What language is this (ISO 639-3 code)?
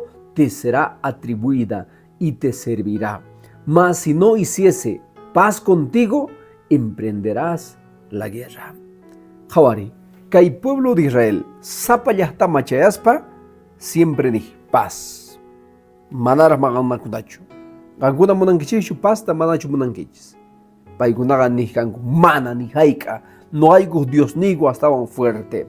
que